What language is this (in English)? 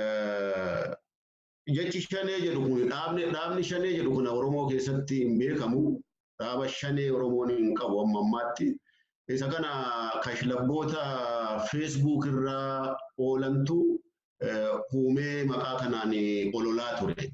Oromo